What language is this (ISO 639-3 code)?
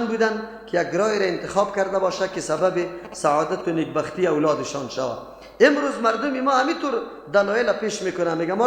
fas